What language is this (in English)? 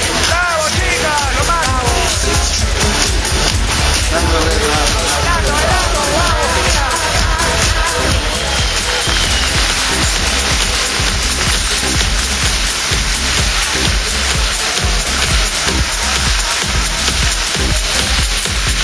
Spanish